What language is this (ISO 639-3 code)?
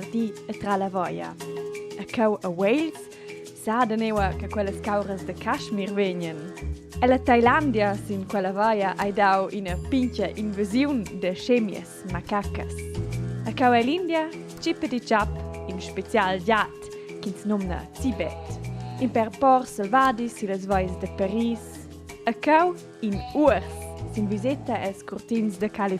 roh